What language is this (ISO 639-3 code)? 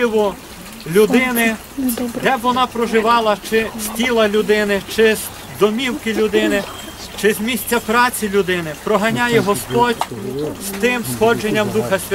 ukr